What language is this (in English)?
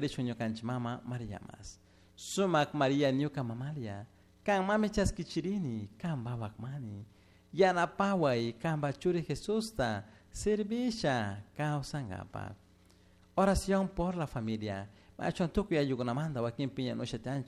Chimborazo Highland Quichua